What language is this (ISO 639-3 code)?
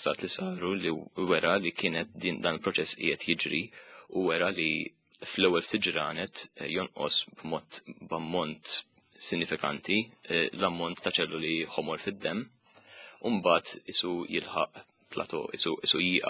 mlt